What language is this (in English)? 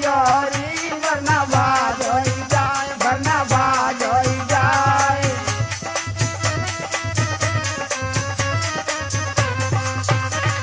Braj